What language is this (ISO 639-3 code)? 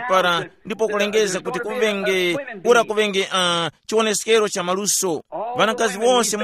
tum